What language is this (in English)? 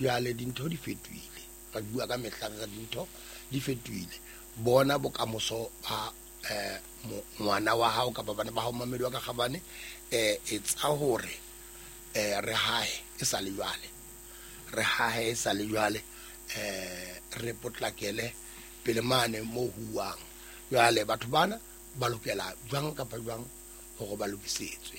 Southern Sotho